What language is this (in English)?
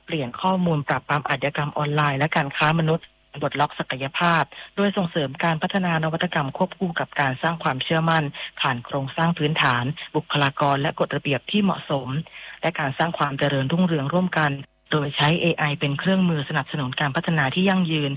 Thai